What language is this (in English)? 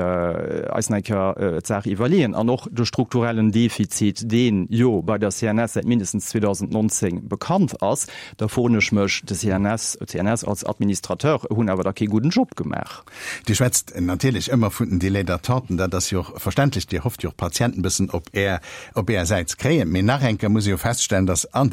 Luxembourgish